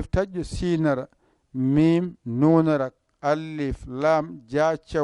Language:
Fula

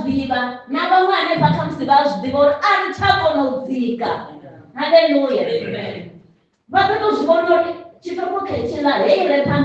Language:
Venda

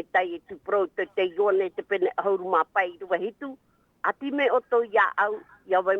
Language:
Tahitian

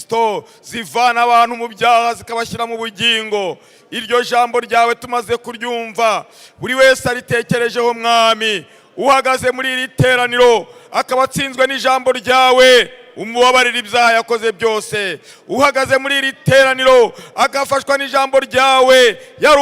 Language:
Kinyarwanda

